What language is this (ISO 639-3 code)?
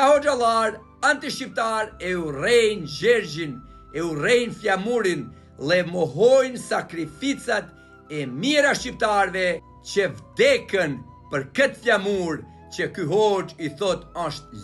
sqi